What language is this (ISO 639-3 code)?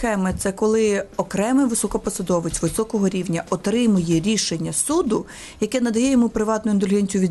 ukr